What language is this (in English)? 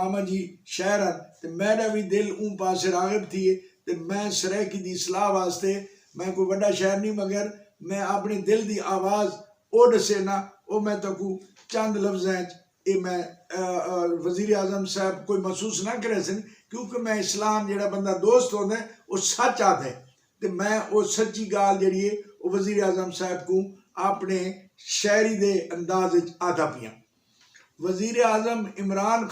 Saraiki